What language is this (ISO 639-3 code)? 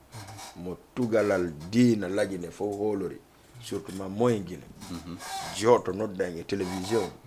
ful